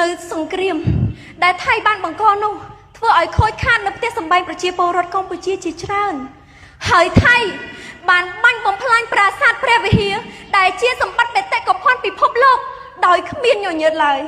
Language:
Khmer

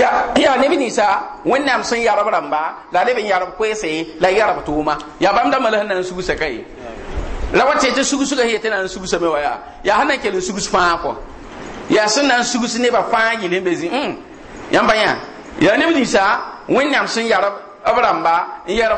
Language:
Mossi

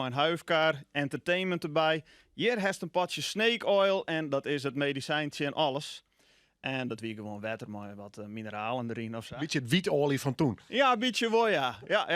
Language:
Western Frisian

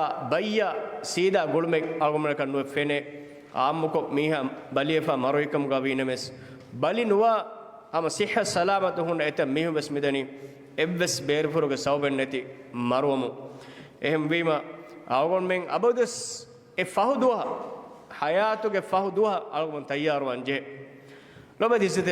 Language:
Divehi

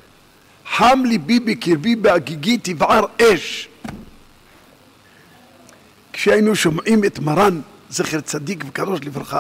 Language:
Hebrew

